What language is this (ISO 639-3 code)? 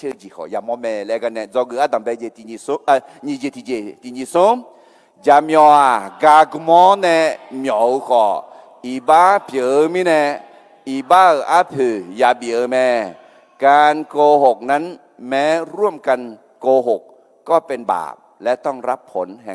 ahk